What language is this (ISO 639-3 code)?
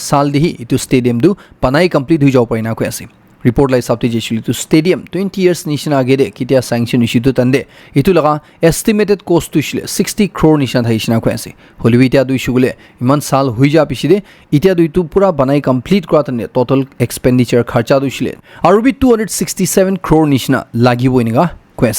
nag